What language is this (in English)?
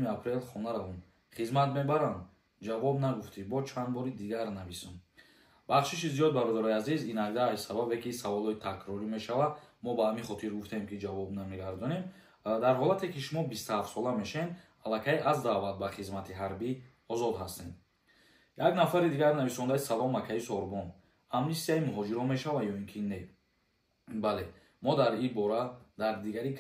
Tajik